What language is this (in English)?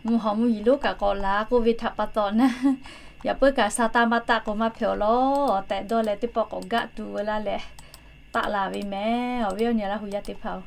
Lahu